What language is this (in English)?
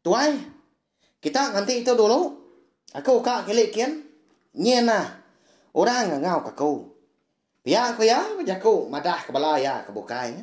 Iban